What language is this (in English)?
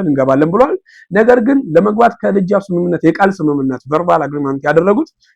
Amharic